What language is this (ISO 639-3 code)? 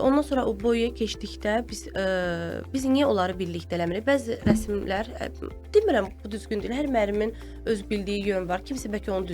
aze